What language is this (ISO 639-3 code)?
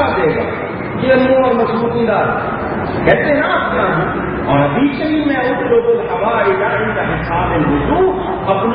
urd